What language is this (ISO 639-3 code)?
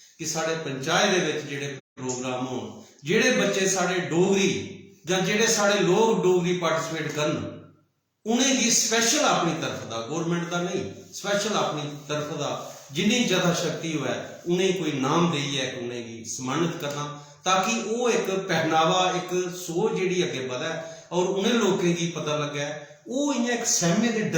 doi